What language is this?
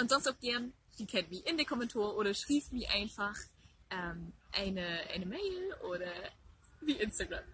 Low German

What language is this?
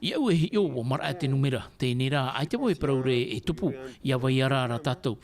Tahitian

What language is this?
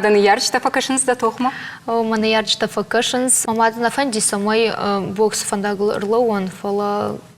Ossetic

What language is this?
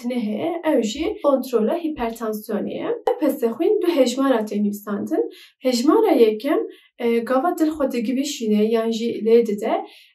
Kurdish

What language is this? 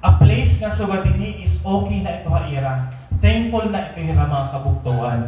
Waray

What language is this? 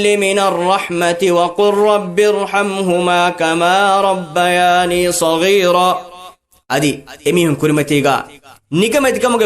Divehi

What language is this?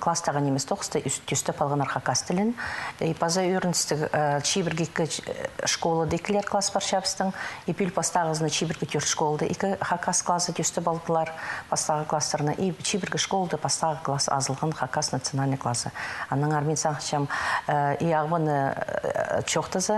Khakas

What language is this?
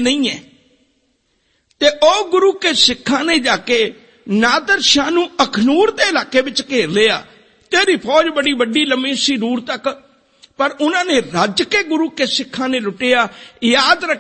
Punjabi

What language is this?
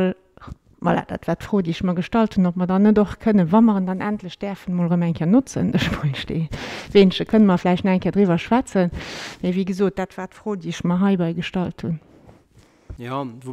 Luxembourgish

